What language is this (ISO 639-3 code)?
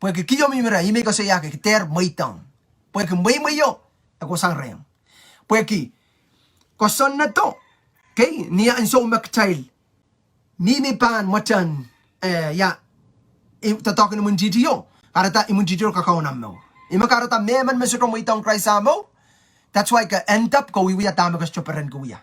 pon